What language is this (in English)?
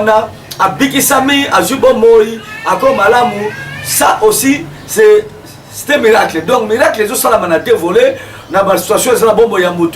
Lingala